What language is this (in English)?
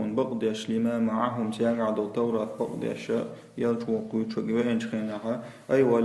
Chechen